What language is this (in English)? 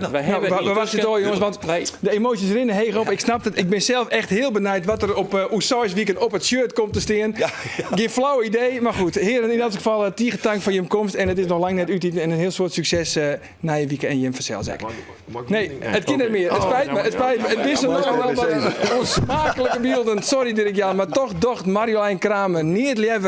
Western Frisian